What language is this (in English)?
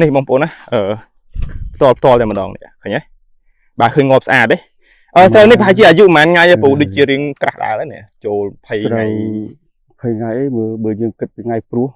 Khmer